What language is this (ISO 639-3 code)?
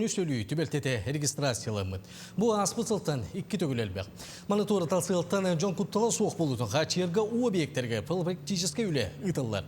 sah